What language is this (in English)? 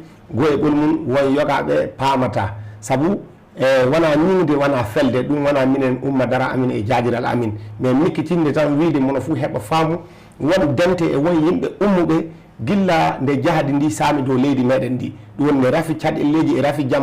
Fula